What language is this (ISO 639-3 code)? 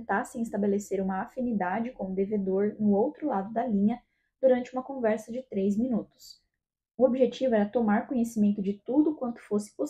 por